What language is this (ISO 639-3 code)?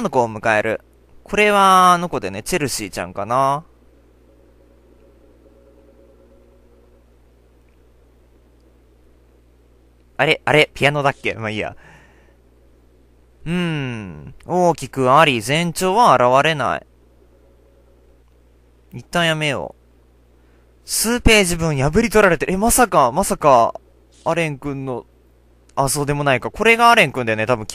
jpn